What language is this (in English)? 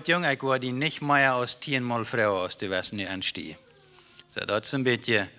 Plautdietsch